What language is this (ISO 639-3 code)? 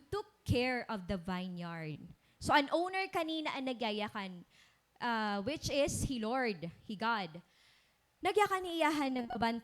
war